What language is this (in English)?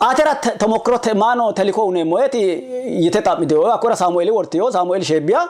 Sidamo